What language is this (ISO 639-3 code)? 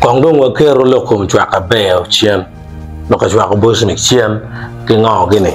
ach